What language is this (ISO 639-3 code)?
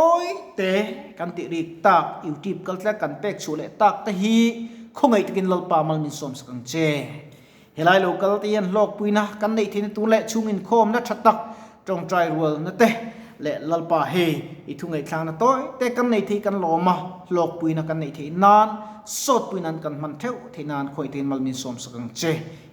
lus